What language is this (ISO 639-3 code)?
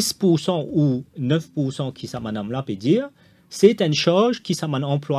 fra